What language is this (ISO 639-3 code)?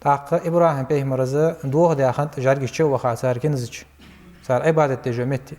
inh